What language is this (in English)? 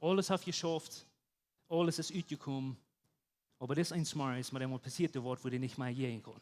Plautdietsch